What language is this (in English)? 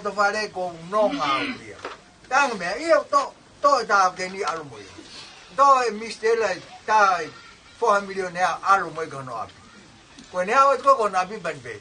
Tongan